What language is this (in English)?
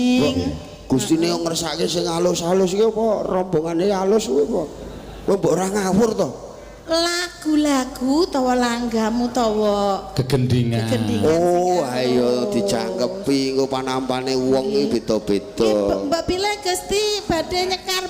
Javanese